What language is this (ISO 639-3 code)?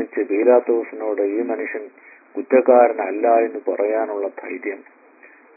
mal